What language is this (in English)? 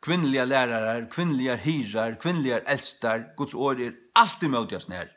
Faroese